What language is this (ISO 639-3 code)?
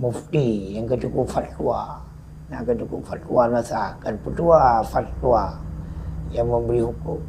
ace